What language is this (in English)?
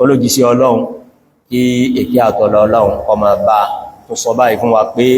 Yoruba